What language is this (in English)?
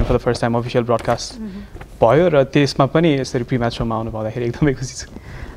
Nepali